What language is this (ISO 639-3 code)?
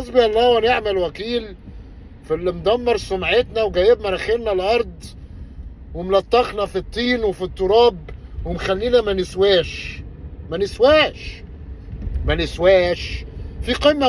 arz